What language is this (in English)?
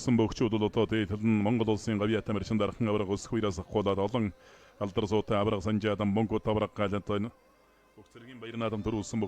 Mongolian